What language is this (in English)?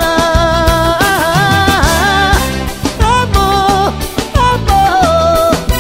Portuguese